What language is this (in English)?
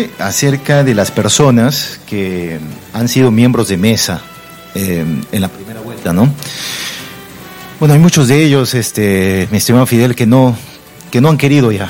Spanish